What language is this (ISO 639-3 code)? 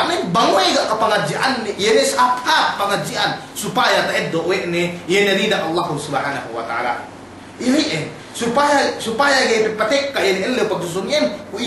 yka